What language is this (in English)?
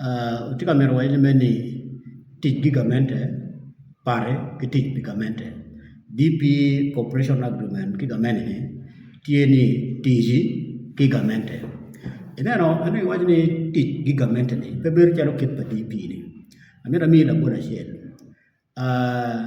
Acoli